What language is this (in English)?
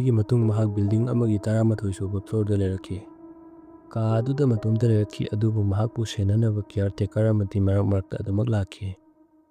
Manipuri